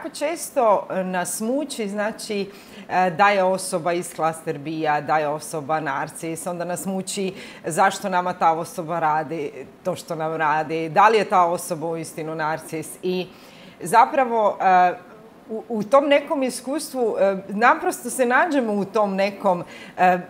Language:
Croatian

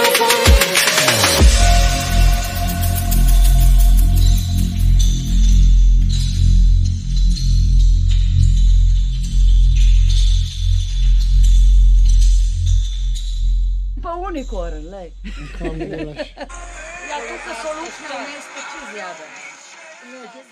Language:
Slovenian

